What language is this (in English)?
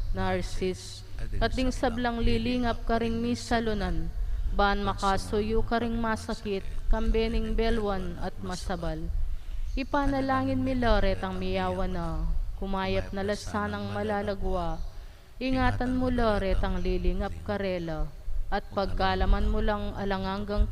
Pampanga